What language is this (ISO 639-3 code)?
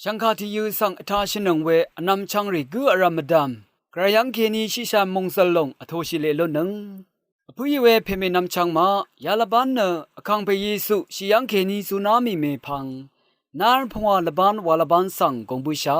raw